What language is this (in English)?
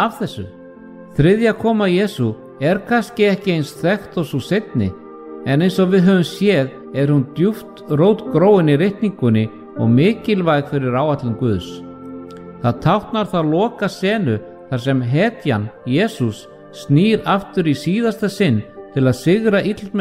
Icelandic